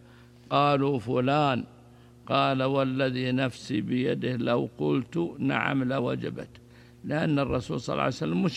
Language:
Arabic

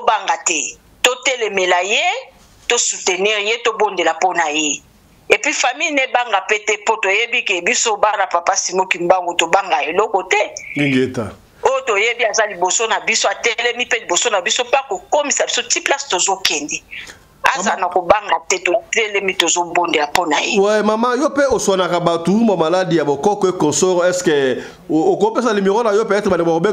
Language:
Lingala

